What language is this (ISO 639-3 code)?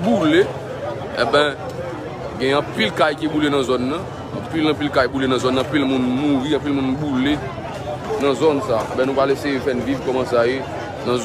hat